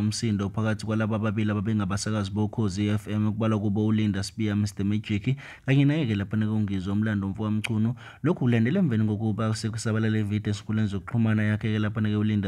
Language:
Zulu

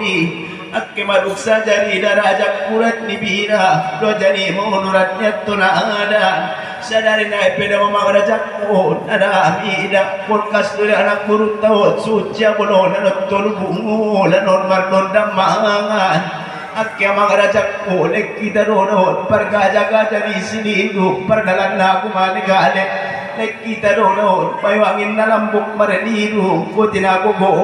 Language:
Batak Toba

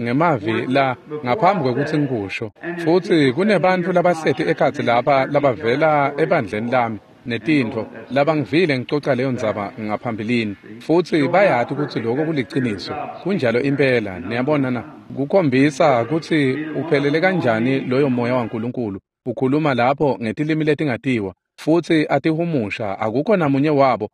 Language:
Swati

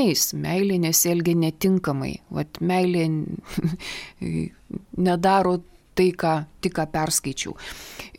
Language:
Lithuanian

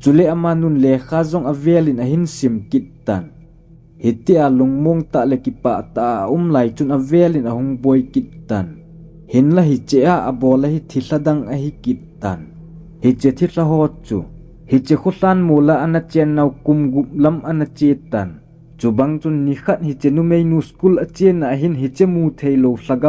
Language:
Thado Chin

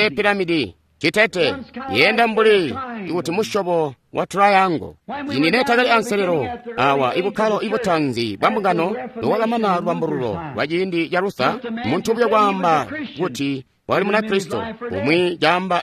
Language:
Tonga (Zambia)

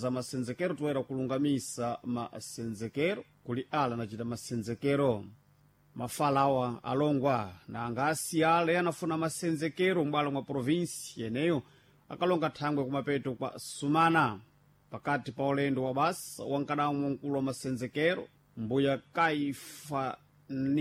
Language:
Sena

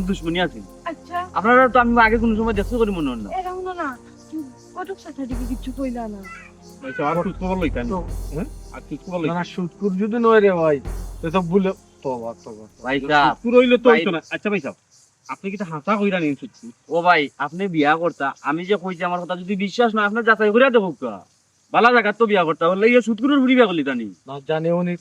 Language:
Sylheti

